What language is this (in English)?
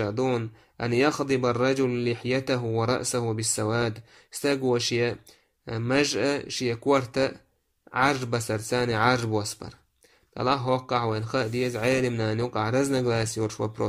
Chechen